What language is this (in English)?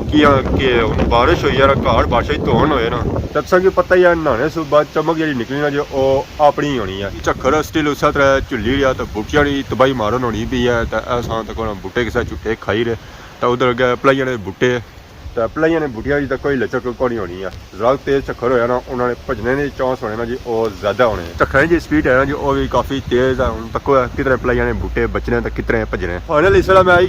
Pahari-Potwari